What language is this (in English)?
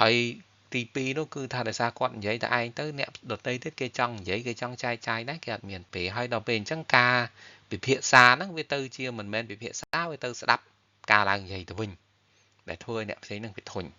Khmer